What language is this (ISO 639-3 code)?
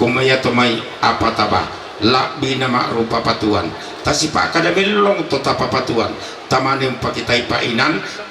sda